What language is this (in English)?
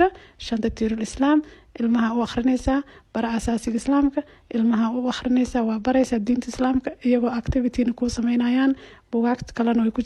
Somali